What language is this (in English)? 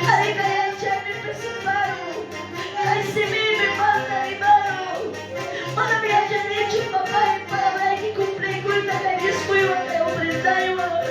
Quechua